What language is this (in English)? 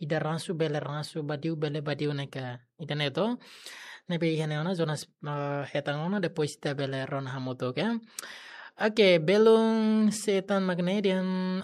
Tetum